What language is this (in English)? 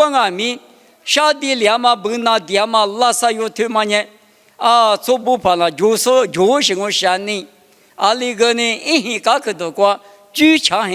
Lisu